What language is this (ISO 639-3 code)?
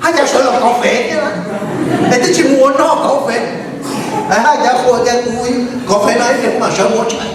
hmn